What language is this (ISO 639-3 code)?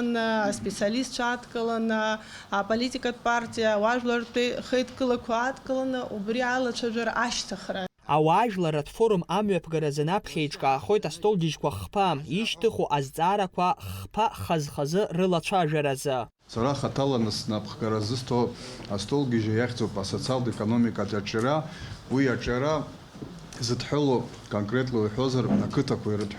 abk